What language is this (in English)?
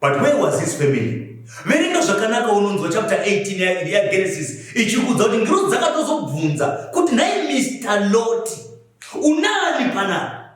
Shona